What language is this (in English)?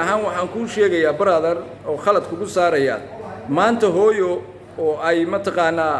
Somali